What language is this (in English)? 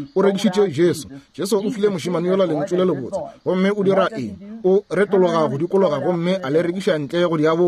Northern Sotho